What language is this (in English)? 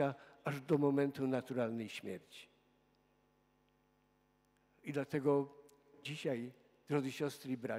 Polish